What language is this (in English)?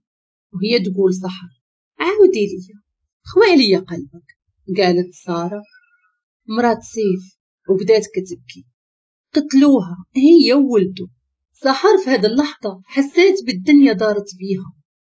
Moroccan Arabic